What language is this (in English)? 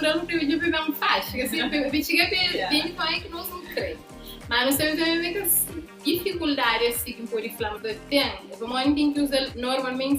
Kabuverdianu